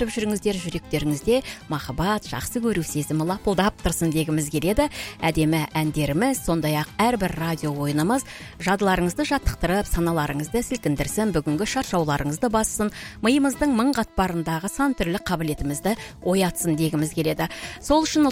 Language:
Kazakh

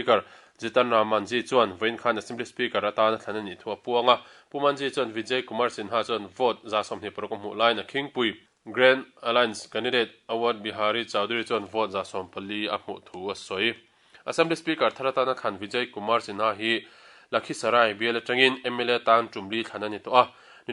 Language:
Mizo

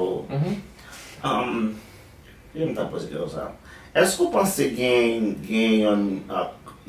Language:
Haitian Creole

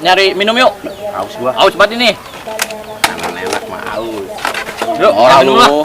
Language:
Betawi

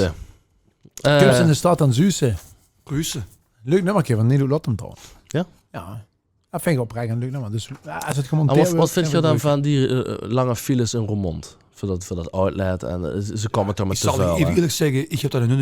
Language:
Limburgish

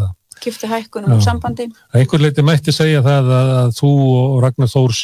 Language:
Icelandic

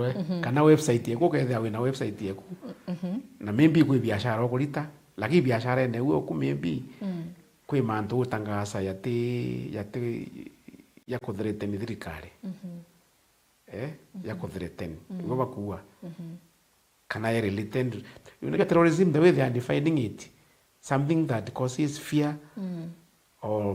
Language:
Meru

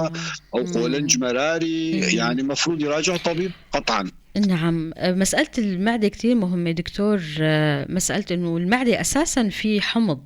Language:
North Levantine Arabic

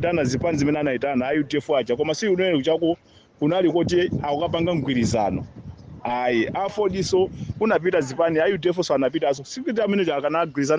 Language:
Nyanja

